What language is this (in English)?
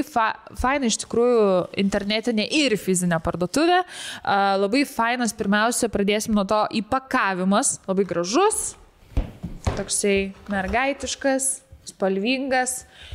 Lithuanian